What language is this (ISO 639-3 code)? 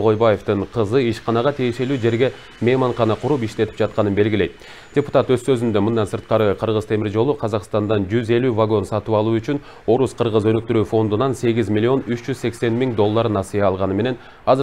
kir